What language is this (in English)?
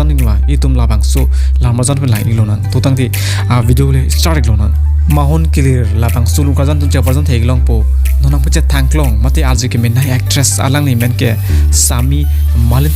Karbi